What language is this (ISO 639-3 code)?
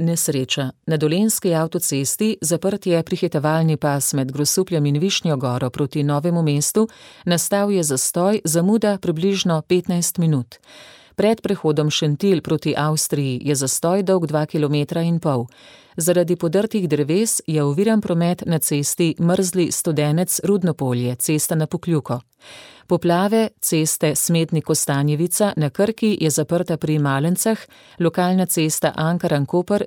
slv